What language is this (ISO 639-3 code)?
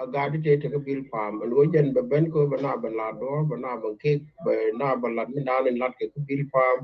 nus